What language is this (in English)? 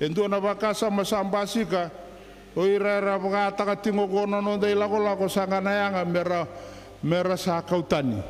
Fijian